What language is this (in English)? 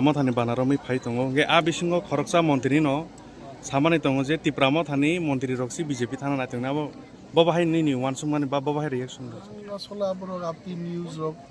Kok Borok